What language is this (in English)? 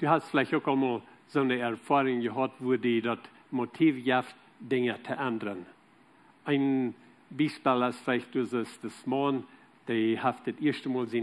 Plautdietsch